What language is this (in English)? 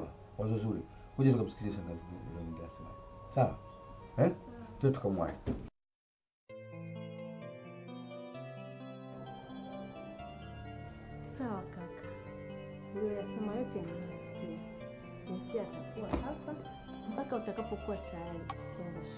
Swahili